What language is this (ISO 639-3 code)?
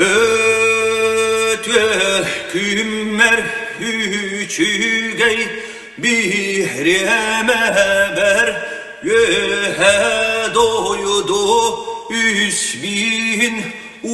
sah